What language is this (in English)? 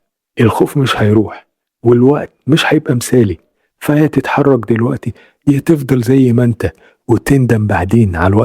Egyptian Arabic